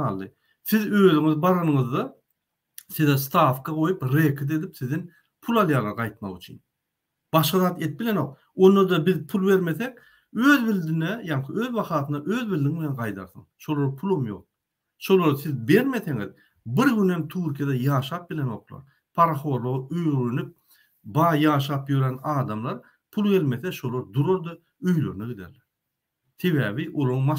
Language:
Turkmen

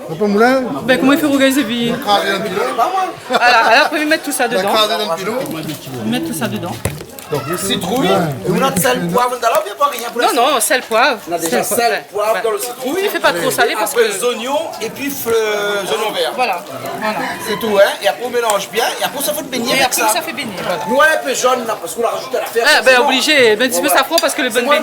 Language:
Réunion Creole French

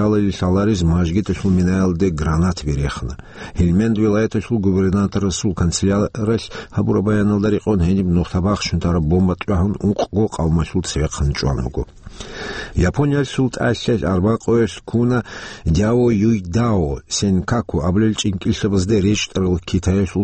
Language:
Avaric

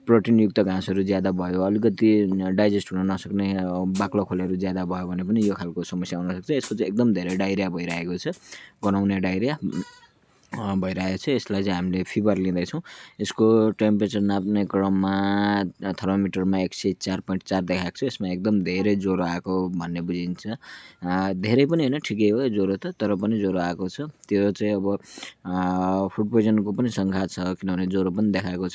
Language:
Nepali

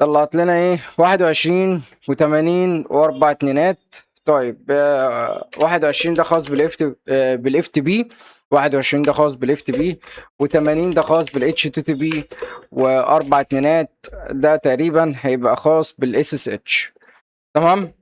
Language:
Egyptian Arabic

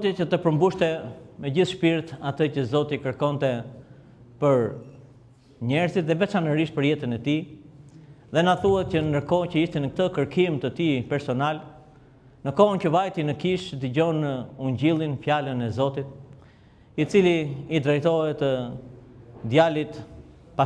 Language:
Albanian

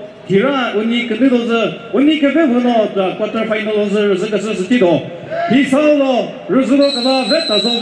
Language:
Chokri Naga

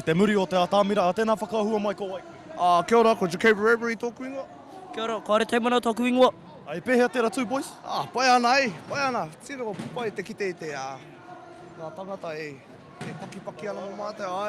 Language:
Māori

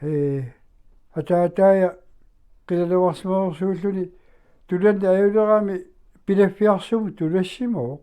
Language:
Kalaallisut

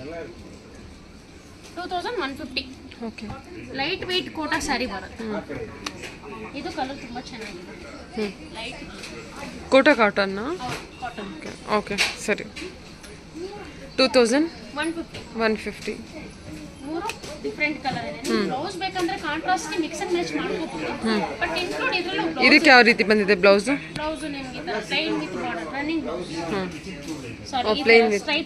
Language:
Kannada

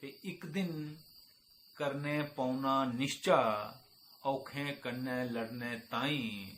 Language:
Dogri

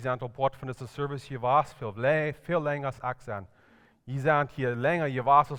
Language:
Plautdietsch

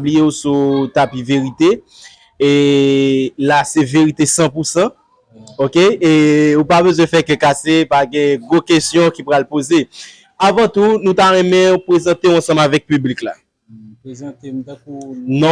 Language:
Haitian Creole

